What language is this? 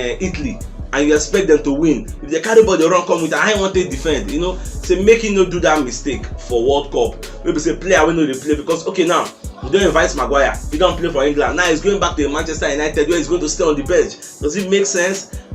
Nigerian Pidgin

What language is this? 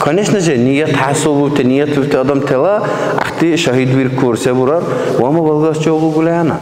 Dargwa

